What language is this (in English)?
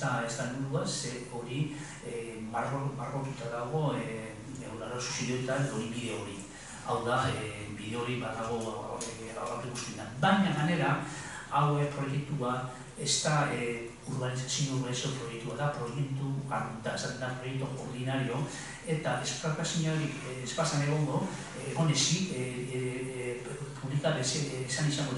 Basque